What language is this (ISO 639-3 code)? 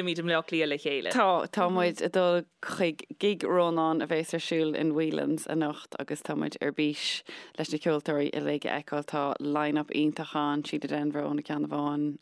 gle